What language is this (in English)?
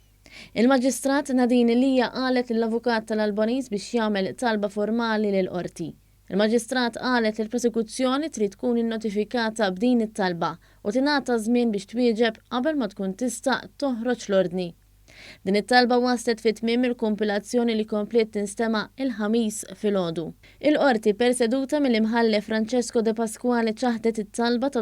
Maltese